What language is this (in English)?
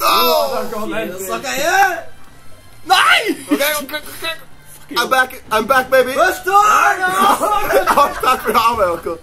Faroese